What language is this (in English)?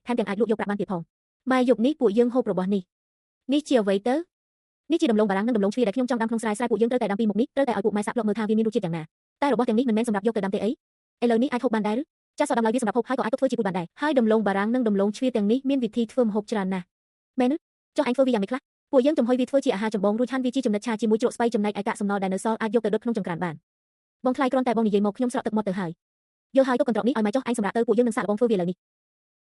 Khmer